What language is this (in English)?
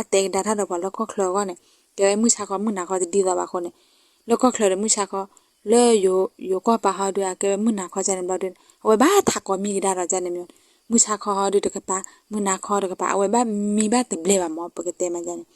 S'gaw Karen